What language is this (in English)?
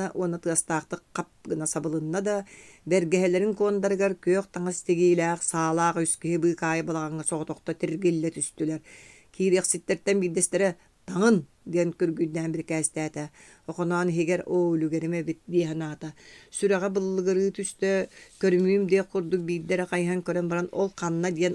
Yakut